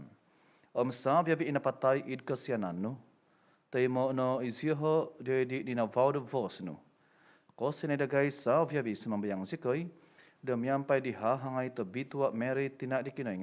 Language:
Central Dusun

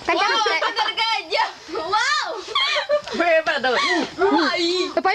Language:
Minangkabau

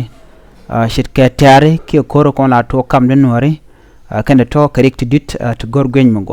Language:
Nuer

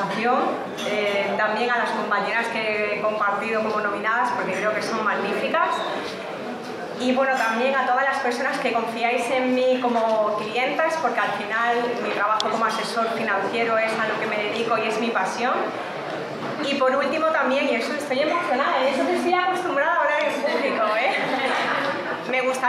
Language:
Spanish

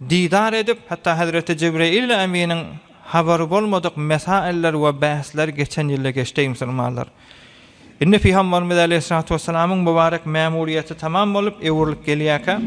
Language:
Turkmen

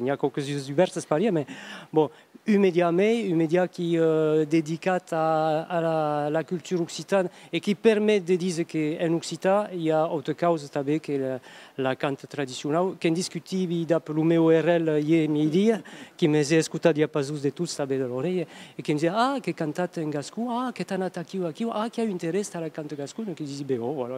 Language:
Occitan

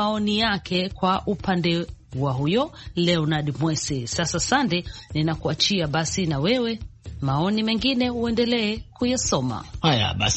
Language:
Swahili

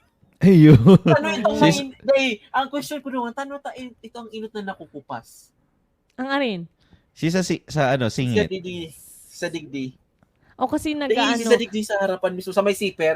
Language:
Bikol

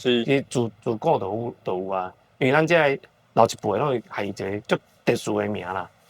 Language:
Min Nan Chinese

